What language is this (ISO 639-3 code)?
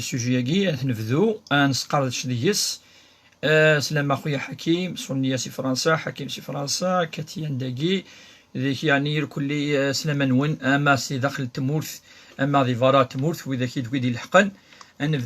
kab